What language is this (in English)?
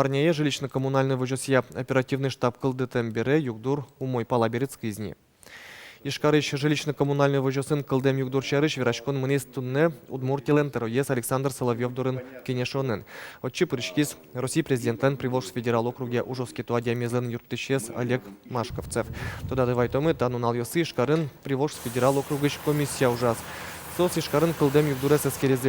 Udmurt